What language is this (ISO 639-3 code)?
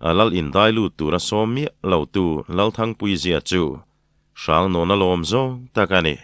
lus